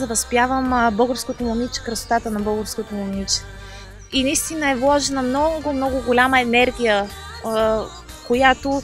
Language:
Bulgarian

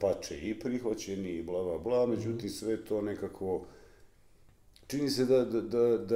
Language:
Bosnian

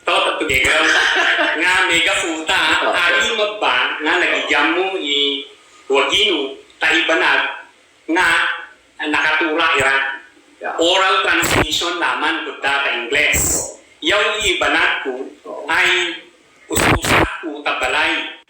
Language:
Ibanag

